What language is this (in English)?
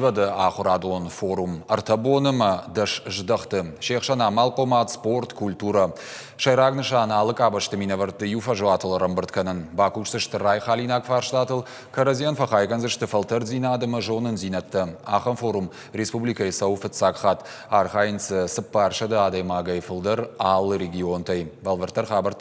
Ossetic